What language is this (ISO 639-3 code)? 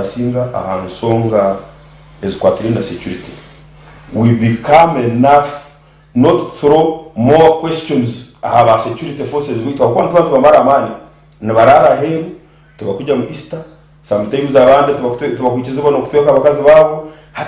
nyn